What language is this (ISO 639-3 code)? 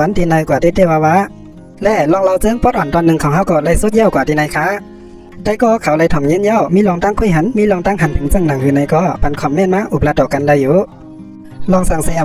shn